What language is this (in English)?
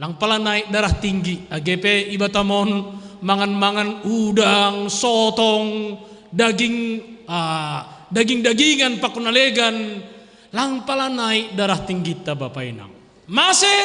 Batak Simalungun